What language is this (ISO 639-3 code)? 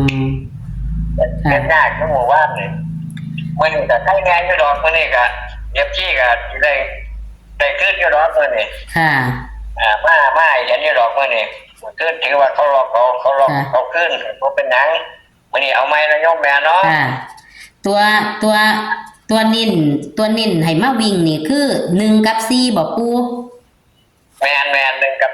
tts